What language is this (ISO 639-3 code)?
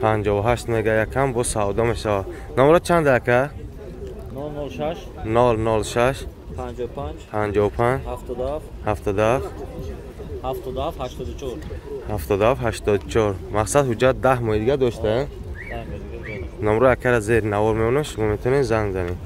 tgk